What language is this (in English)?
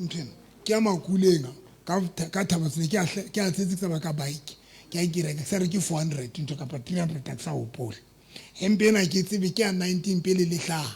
Southern Sotho